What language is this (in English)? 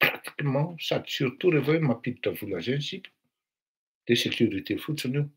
Malagasy